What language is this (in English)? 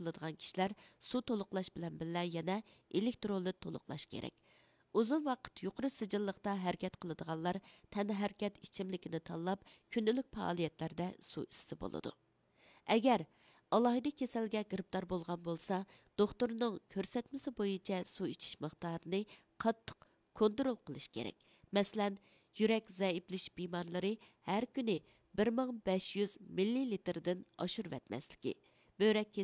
Uyghur